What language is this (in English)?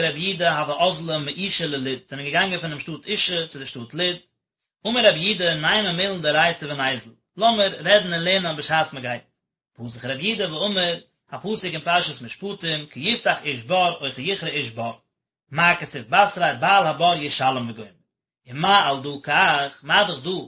Yiddish